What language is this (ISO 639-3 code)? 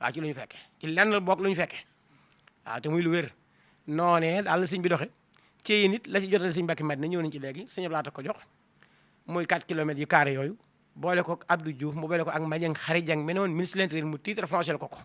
wol